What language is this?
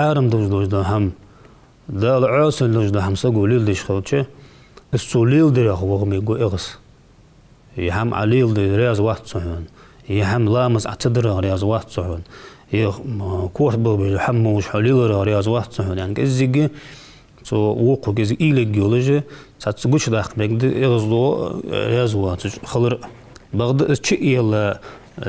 Ingush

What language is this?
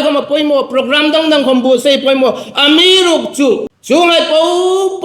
Hmar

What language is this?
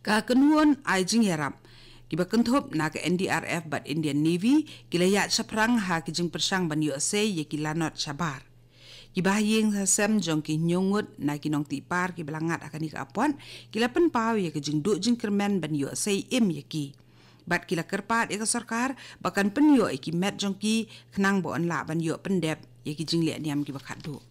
Khasi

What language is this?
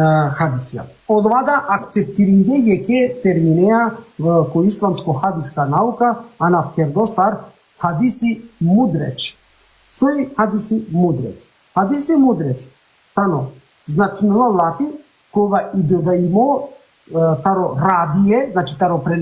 Balkan Romani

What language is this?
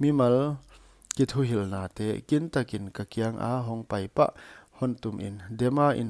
Paite Chin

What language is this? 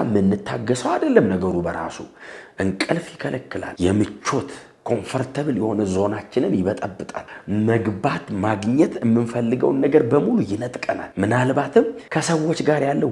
Amharic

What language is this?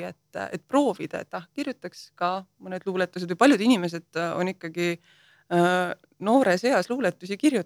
Estonian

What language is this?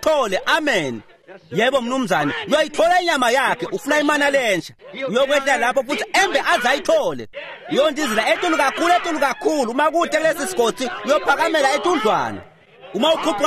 Swati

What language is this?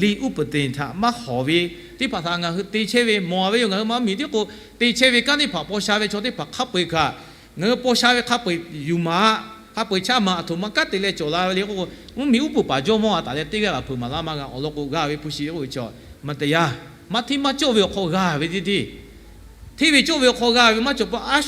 Lahu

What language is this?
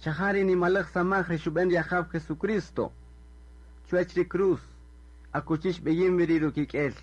Kaqchikel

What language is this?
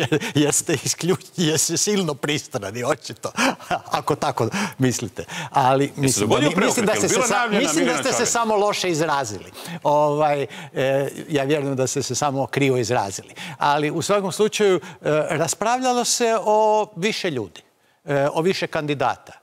Croatian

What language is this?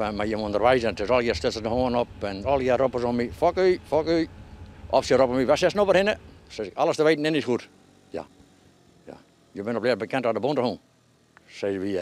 Western Frisian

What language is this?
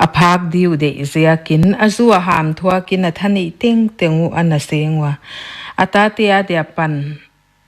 Paite Chin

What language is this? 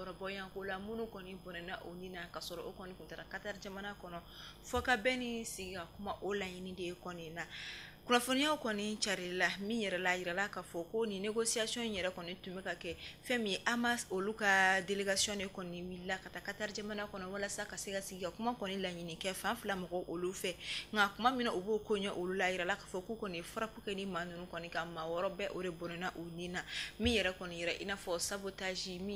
Bambara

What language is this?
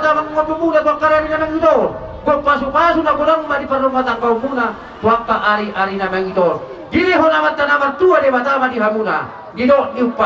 Batak Toba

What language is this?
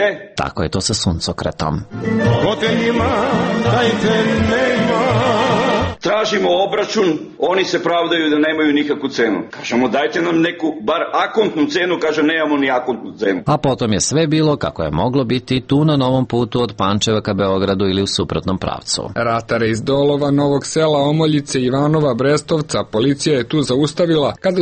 Serbian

